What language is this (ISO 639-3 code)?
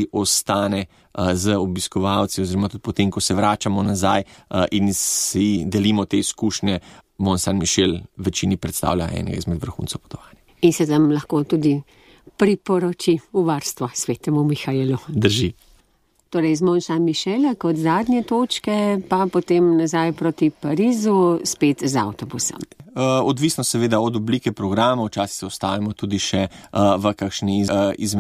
slv